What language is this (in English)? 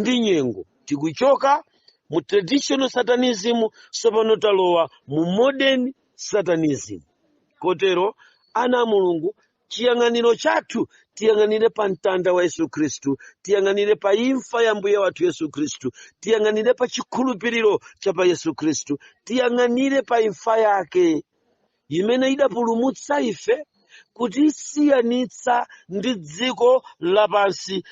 Nyanja